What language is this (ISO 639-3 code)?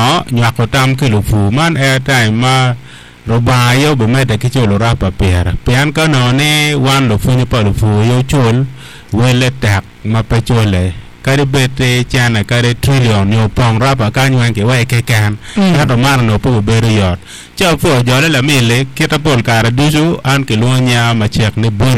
ach